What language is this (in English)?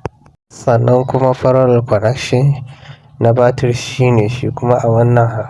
Hausa